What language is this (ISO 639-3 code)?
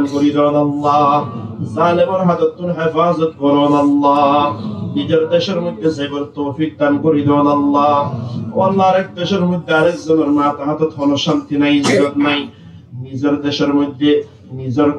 rhg